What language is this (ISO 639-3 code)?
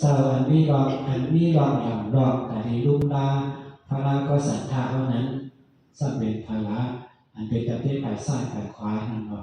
shn